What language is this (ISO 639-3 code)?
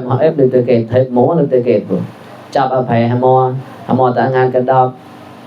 mnw